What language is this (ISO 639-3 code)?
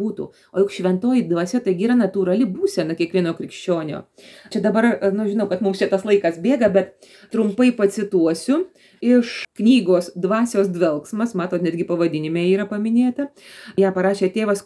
lit